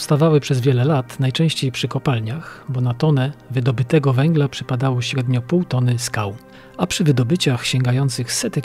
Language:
Polish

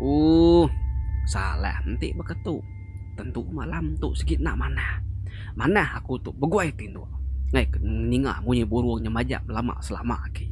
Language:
Iban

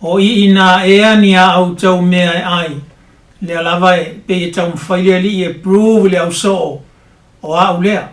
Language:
Samoan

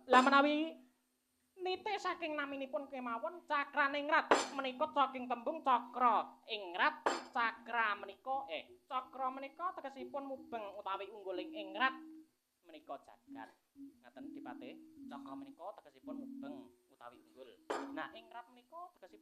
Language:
Javanese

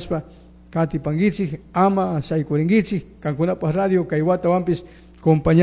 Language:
Chimborazo Highland Quichua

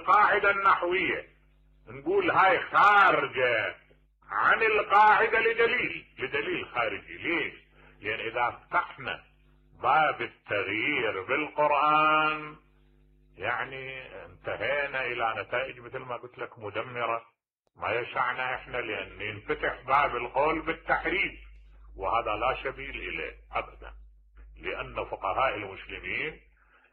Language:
Mesopotamian Arabic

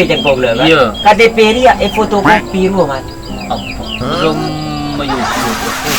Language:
Madurese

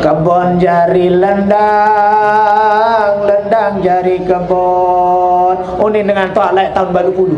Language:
Sasak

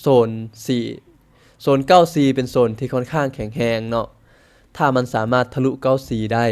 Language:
Lao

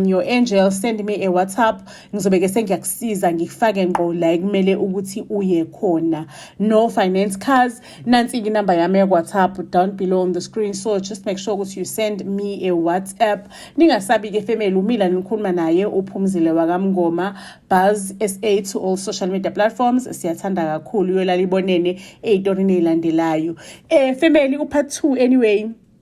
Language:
Zulu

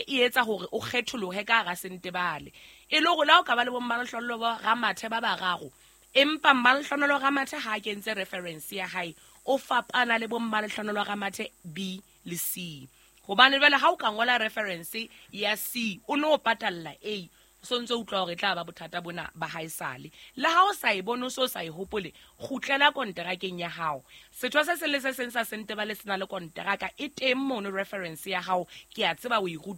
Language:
Southern Sotho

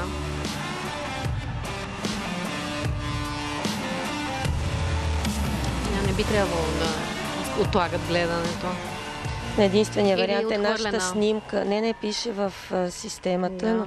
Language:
Bulgarian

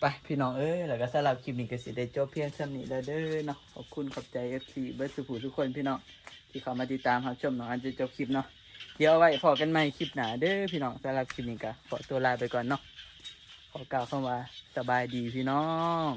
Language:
Northeastern Thai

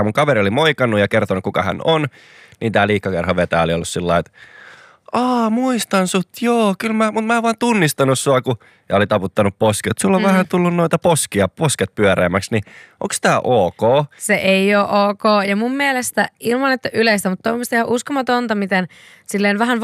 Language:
Finnish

